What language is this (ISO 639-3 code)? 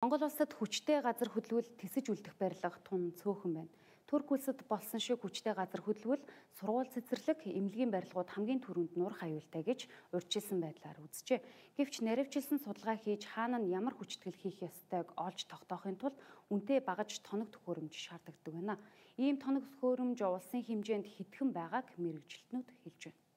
mon